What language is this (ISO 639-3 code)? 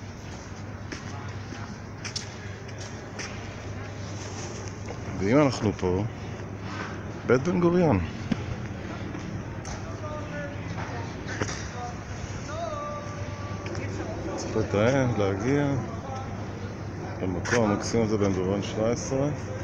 heb